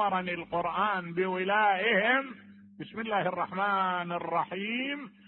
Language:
Mesopotamian Arabic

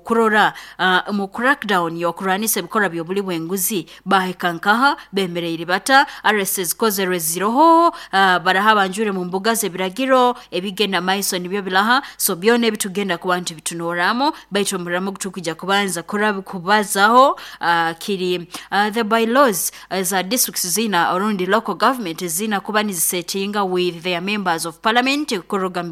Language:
Nyankole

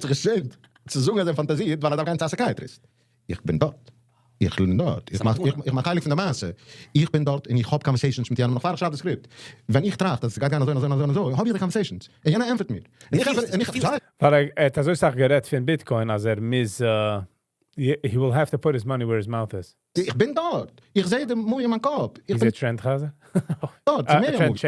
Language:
Yiddish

